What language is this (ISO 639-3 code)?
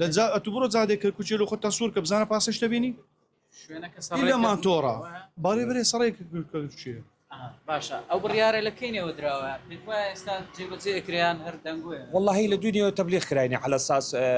ckb